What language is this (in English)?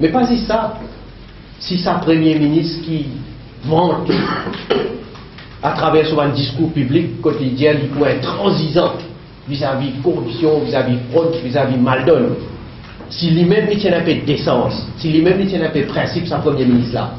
Morisyen